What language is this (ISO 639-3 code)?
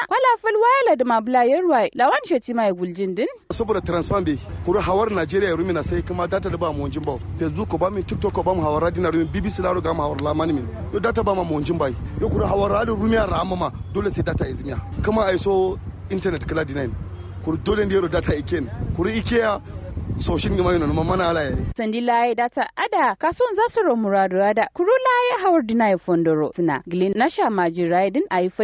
kau